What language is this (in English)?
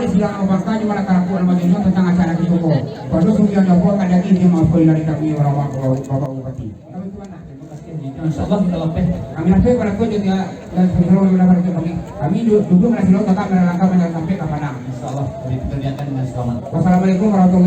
Minangkabau